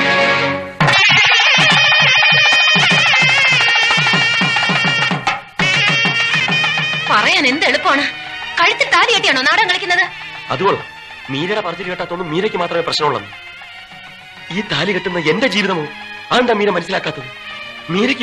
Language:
Malayalam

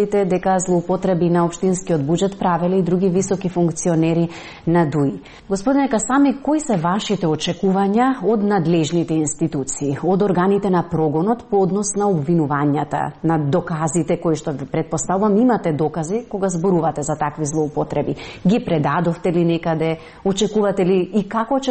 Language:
Macedonian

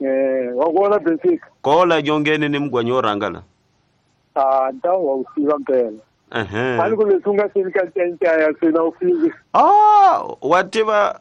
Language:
Tsonga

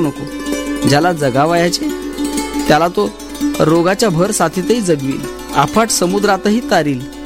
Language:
Marathi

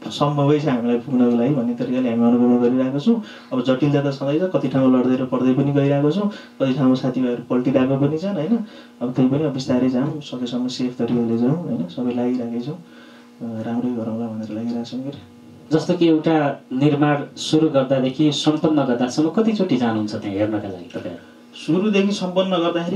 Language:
Nepali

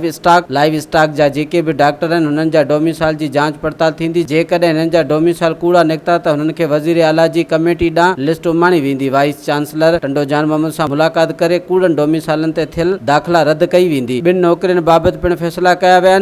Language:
Sindhi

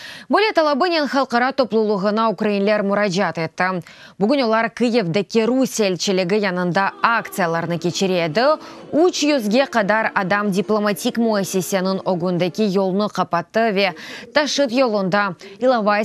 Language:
Crimean Tatar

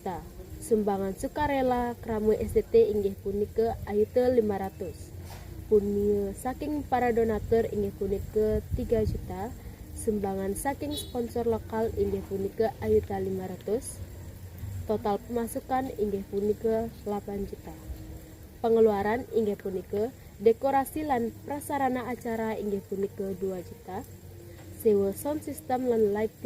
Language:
Balinese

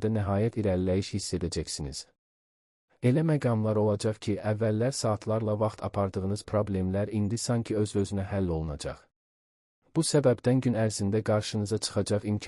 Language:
Azerbaijani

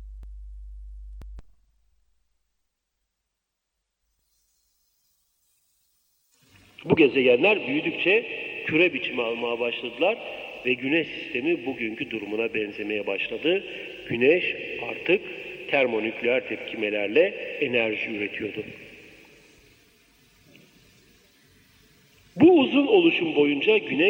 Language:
Turkish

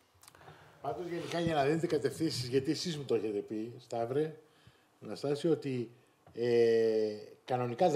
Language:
Greek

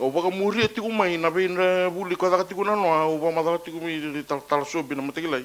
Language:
Fijian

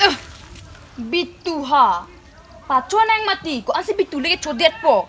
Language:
Karbi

